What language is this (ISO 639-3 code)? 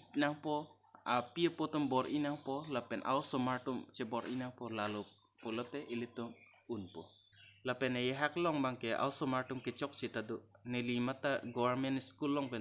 mjw